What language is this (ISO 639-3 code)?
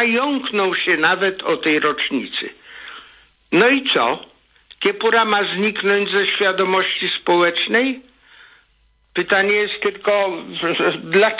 pol